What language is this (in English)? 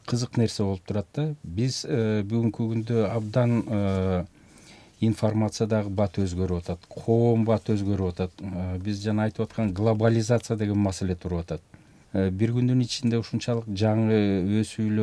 Kyrgyz